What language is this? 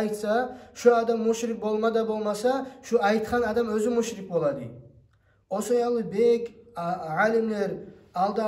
Kumyk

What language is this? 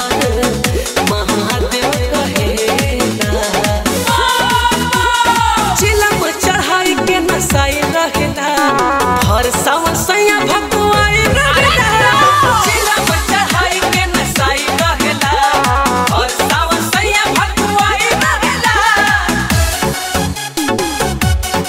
Bhojpuri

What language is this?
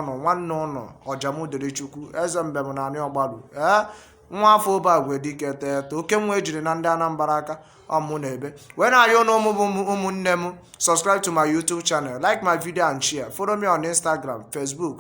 Igbo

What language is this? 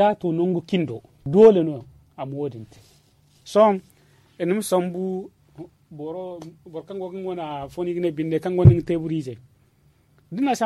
Zarma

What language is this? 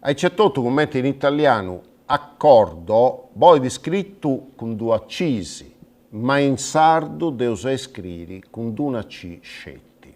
Sardinian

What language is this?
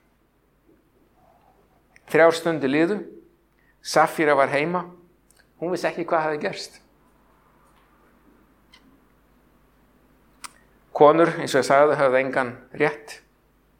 Icelandic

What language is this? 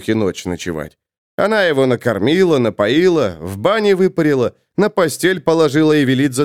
Russian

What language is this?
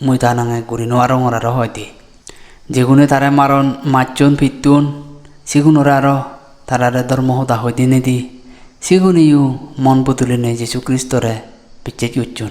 Chakma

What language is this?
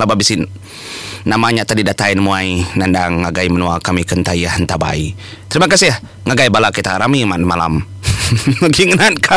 Iban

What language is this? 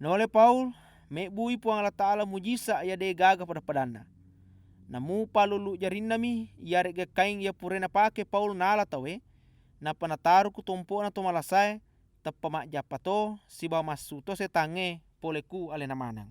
Buginese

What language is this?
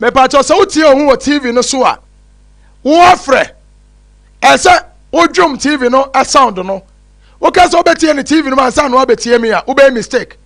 Akan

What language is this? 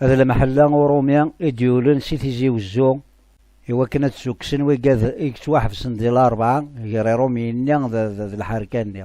Kabyle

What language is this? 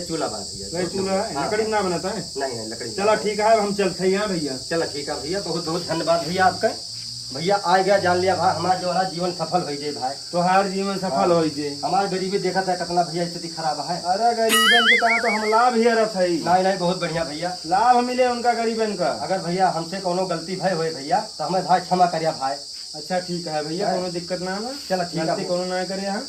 Awadhi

